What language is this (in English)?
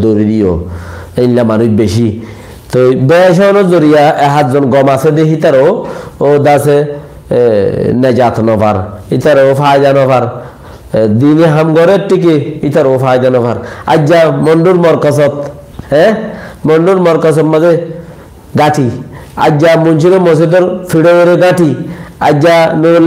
Rohingya